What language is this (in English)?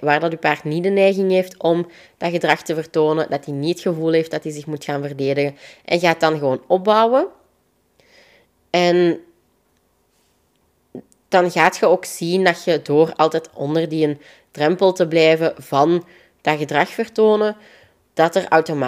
Dutch